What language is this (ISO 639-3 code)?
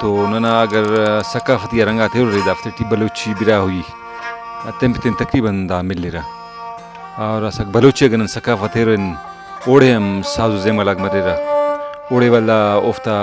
brh